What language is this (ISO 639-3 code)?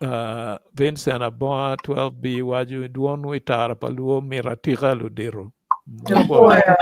ach